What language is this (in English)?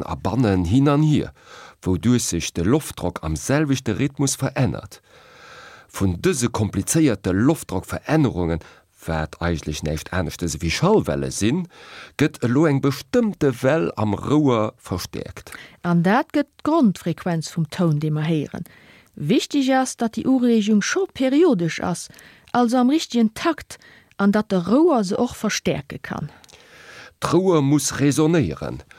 Luxembourgish